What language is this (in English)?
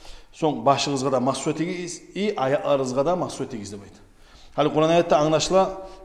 Kumyk